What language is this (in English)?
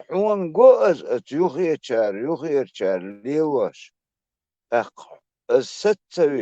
Chechen